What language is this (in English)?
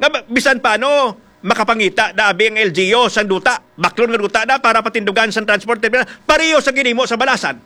Hiligaynon